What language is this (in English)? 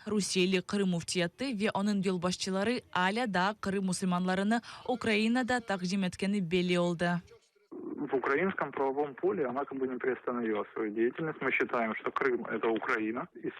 Crimean Tatar